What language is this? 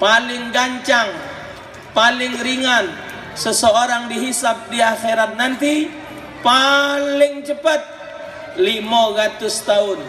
Musi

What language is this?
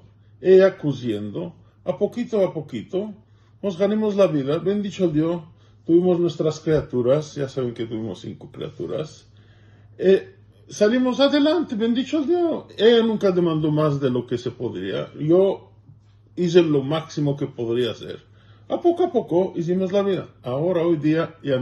Ladino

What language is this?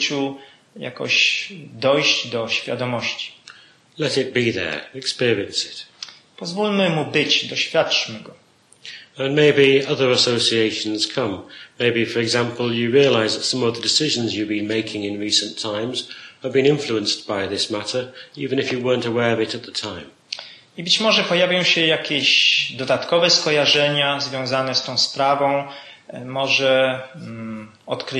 Polish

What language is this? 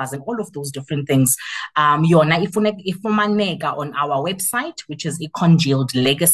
Xhosa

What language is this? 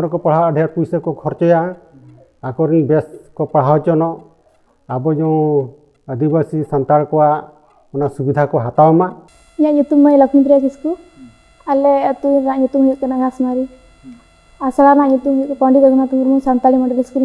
Santali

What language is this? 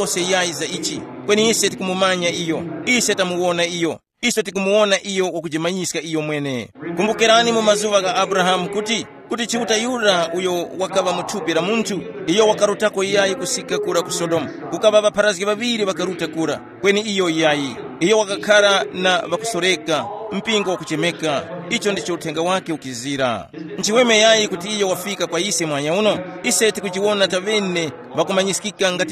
Tumbuka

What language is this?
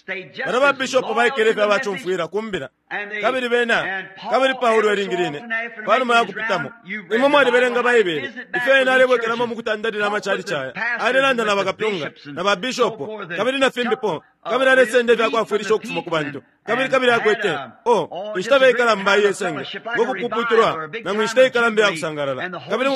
Bemba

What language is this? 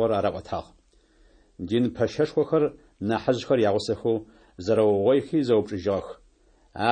Adyghe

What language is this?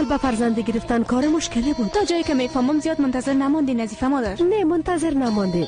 Persian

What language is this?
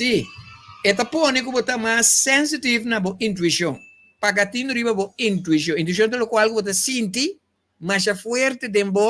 Papiamento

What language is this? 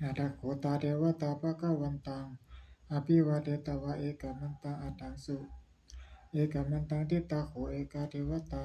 Pali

